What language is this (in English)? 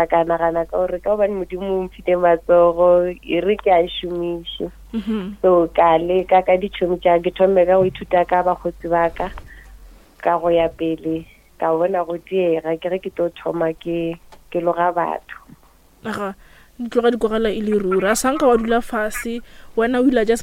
Northern Sotho